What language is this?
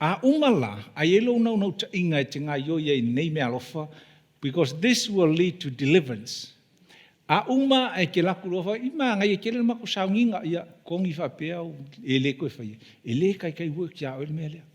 Samoan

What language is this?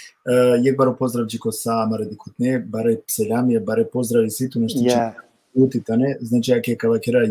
Balkan Romani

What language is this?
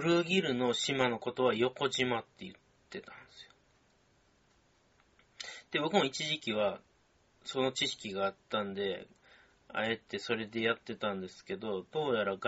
Japanese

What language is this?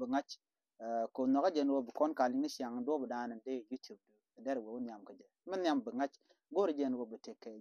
Nuer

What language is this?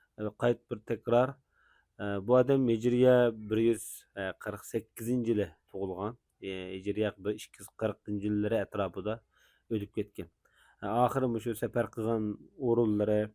Uyghur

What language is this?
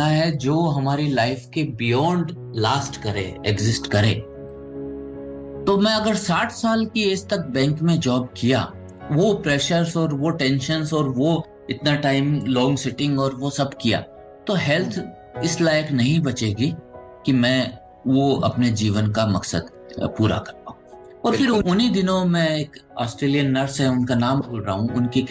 Hindi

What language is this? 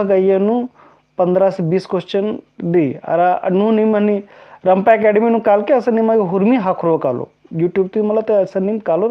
Kurukh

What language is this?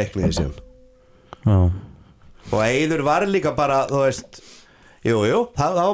Icelandic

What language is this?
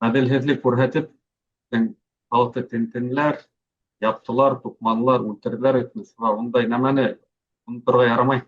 Bashkir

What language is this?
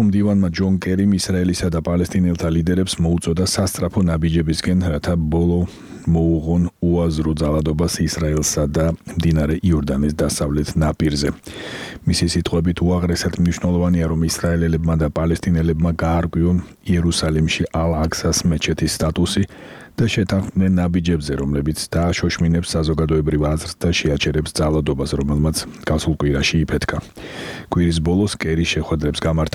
Georgian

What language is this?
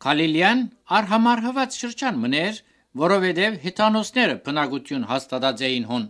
Armenian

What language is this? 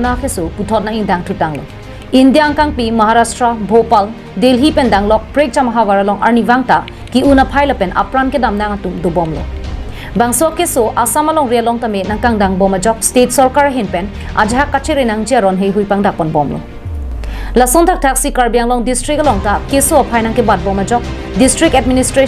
Karbi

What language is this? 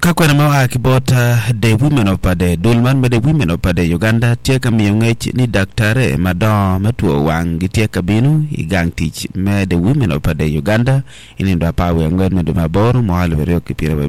Acoli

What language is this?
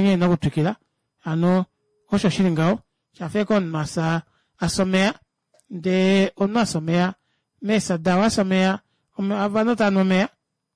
Kuanyama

